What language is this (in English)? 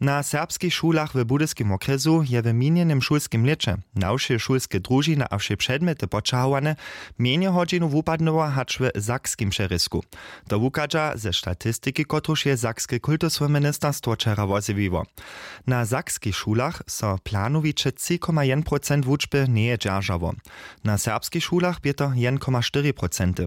Upper Sorbian